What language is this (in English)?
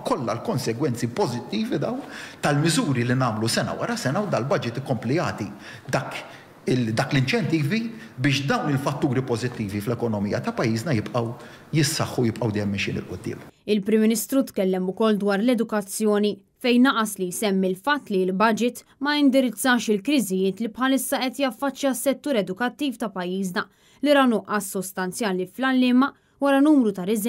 Maltese